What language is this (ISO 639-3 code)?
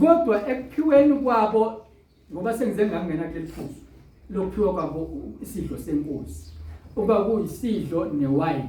zul